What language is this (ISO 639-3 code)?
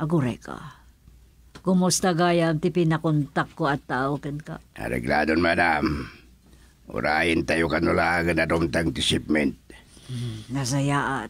ilo